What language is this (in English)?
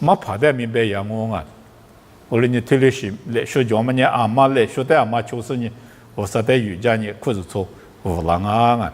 Lisu